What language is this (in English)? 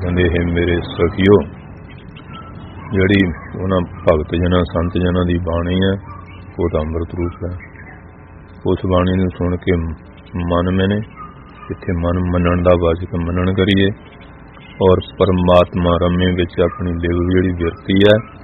Punjabi